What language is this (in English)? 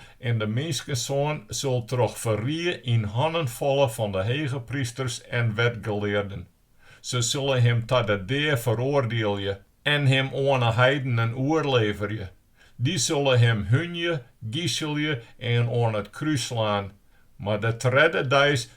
Western Frisian